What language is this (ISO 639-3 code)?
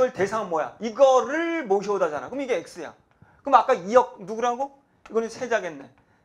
kor